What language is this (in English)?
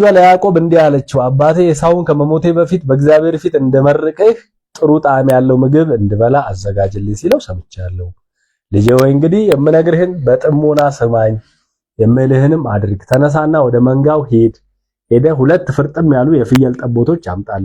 Amharic